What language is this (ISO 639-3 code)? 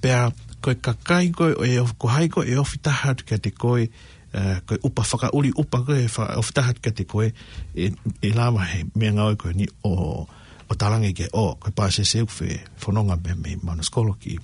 ton